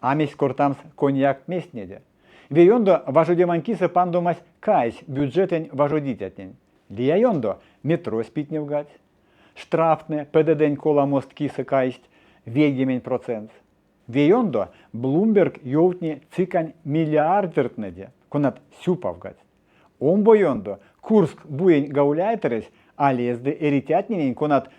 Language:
Erzya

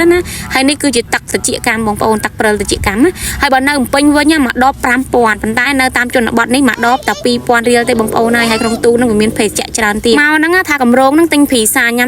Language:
Khmer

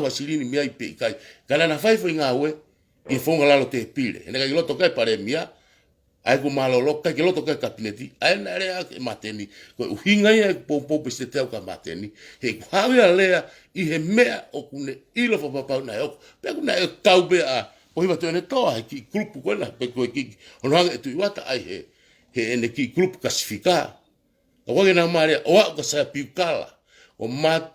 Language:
Tongan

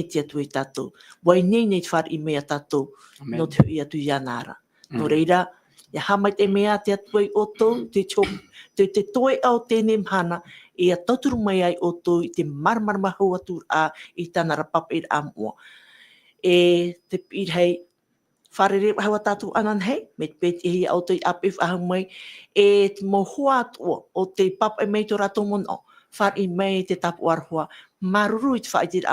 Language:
Tahitian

